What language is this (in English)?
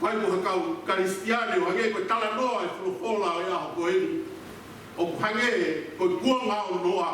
Tongan